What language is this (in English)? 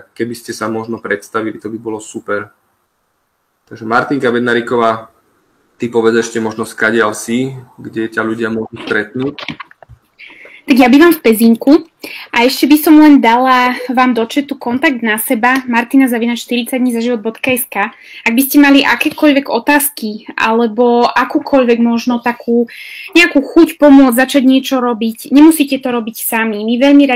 Slovak